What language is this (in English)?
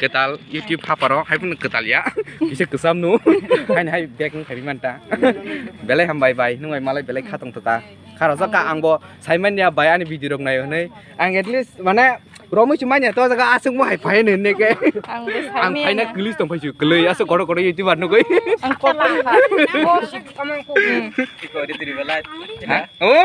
Kok Borok